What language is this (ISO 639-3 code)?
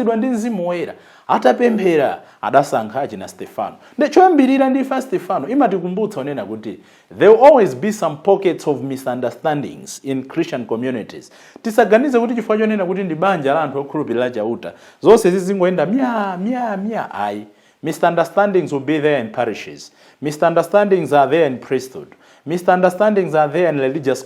nya